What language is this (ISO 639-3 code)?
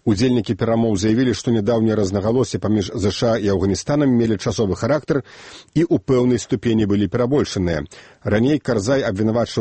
bel